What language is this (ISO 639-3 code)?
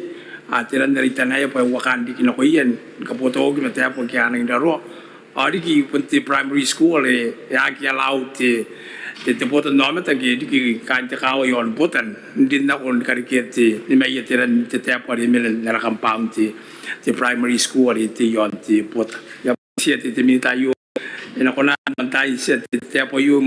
gil